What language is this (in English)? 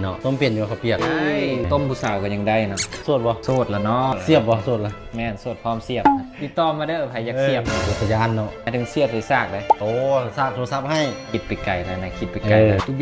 Lao